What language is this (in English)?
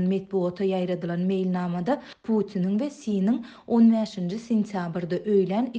Turkmen